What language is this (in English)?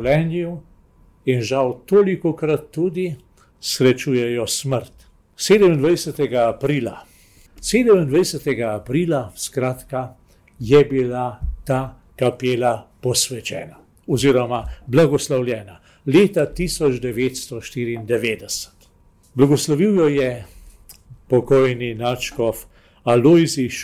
Slovenian